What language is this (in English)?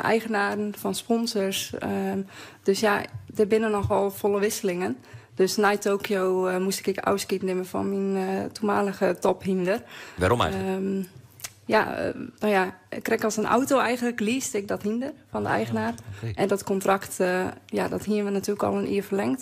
Western Frisian